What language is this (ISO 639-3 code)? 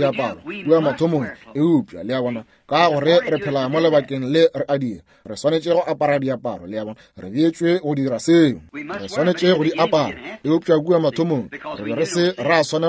nso